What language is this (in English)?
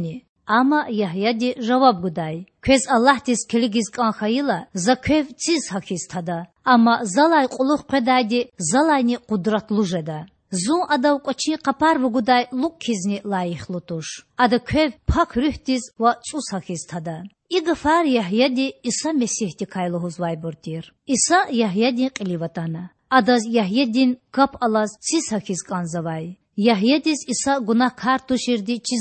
Lezghian